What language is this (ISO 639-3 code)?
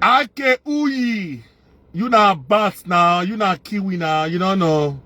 pcm